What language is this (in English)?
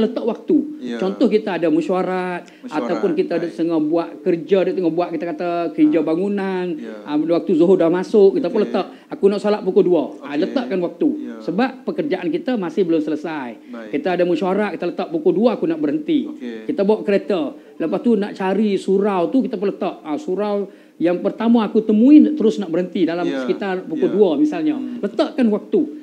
Malay